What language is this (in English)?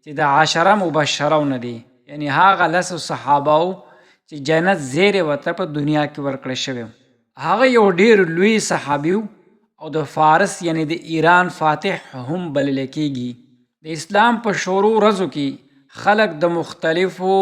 Pashto